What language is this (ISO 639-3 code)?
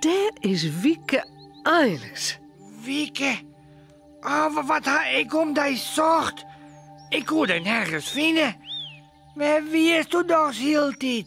fry